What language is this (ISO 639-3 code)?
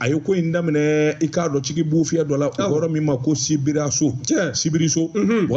bam